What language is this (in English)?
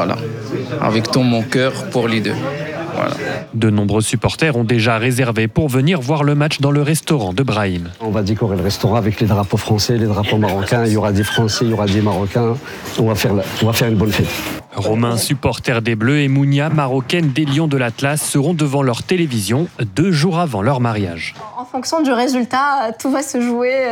French